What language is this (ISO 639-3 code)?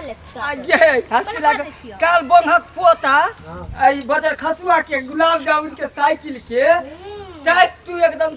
mai